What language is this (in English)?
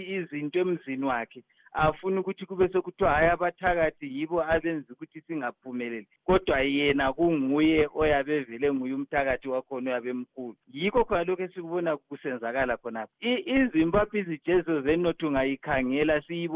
North Ndebele